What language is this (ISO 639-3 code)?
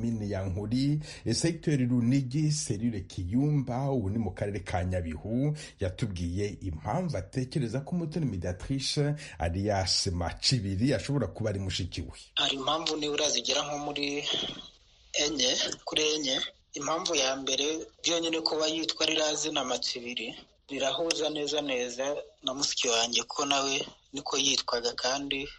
kin